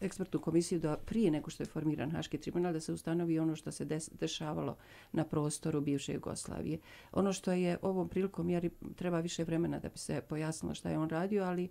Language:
Bosnian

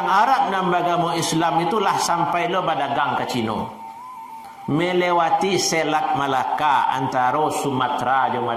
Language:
Minangkabau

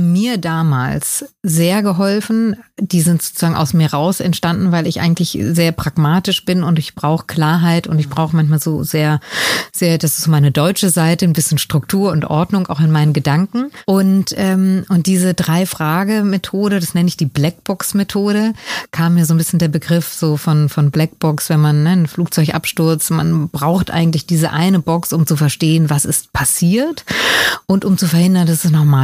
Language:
German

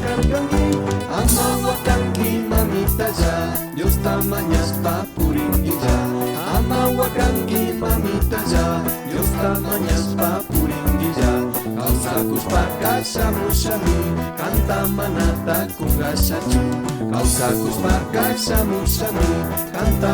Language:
Chimborazo Highland Quichua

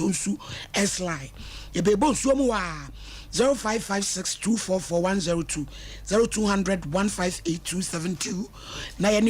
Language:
Akan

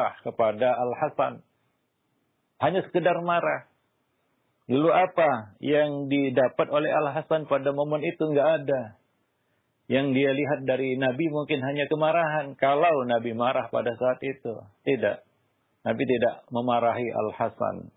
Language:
Indonesian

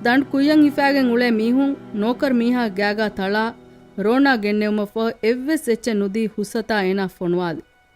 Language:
Divehi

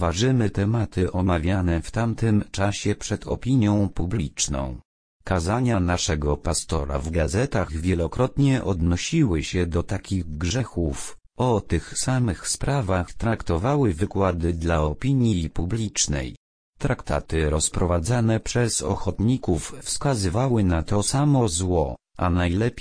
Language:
Polish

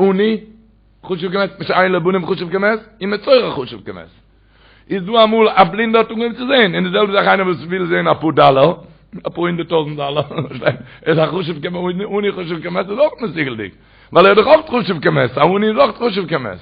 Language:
Yiddish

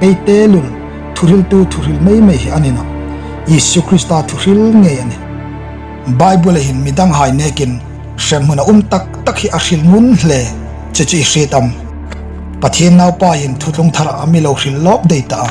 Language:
Hmar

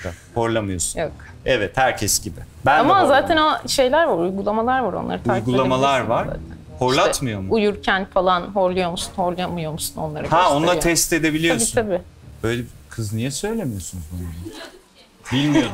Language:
Turkish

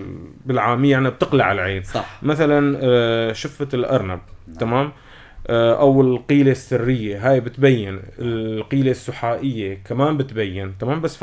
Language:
North Levantine Arabic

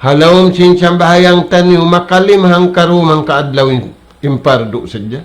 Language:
Tausug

